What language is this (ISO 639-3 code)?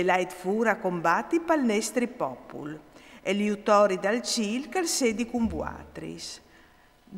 fur